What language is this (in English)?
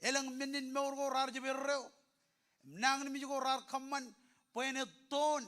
Marshallese